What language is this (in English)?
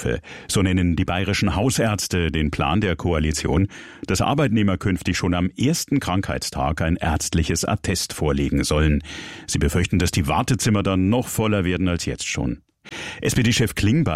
German